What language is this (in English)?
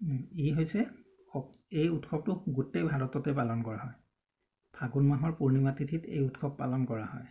Assamese